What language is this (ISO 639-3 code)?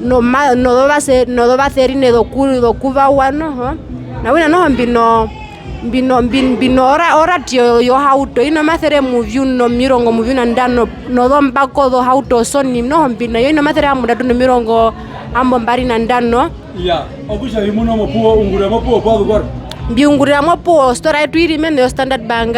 her